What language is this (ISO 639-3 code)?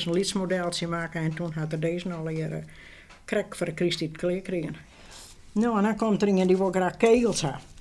fry